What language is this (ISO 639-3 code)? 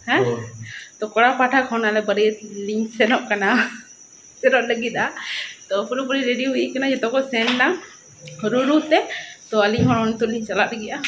sat